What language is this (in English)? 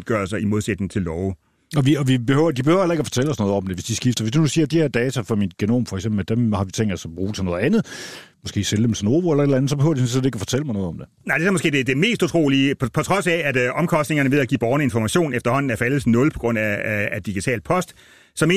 Danish